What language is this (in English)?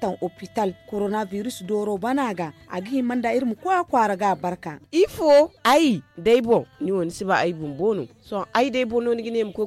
Zarma